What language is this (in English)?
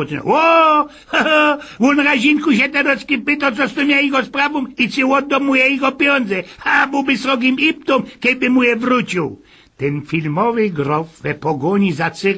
Silesian